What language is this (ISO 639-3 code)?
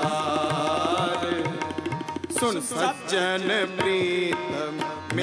pan